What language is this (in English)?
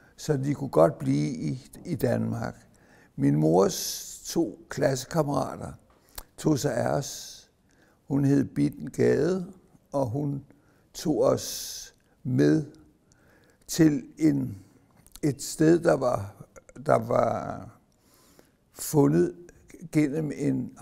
Danish